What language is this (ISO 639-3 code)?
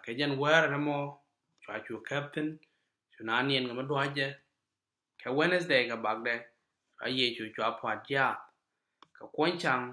nus